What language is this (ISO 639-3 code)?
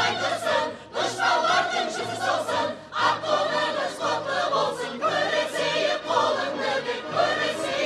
kaa